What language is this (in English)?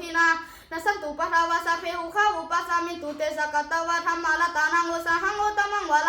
Pali